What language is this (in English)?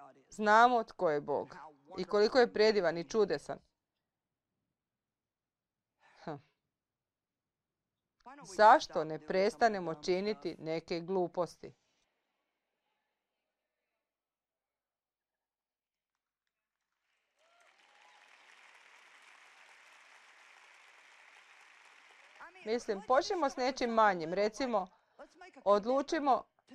Croatian